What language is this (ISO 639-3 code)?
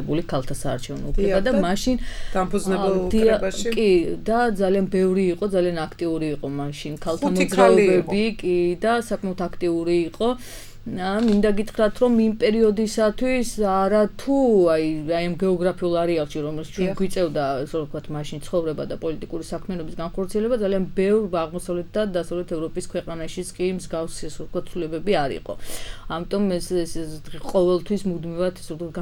kat